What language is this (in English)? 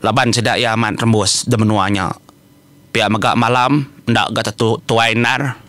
Iban